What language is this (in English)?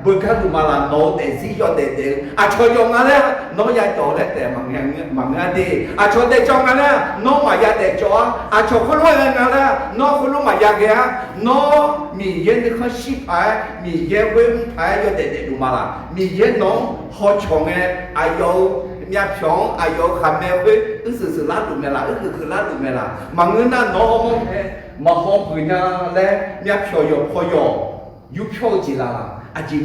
Akha